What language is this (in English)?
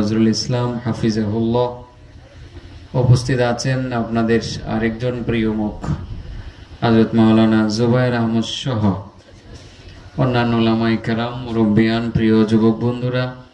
Bangla